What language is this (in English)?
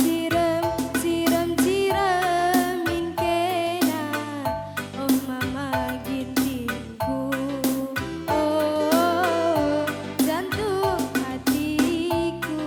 Batak Karo